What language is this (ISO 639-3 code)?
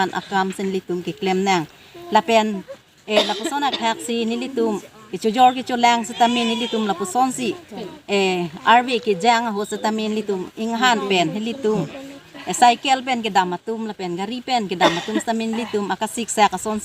mjw